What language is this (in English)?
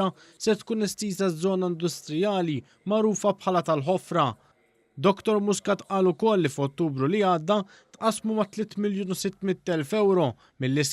Maltese